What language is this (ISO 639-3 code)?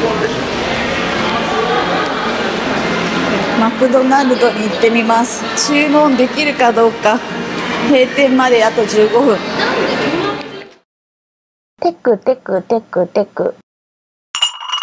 jpn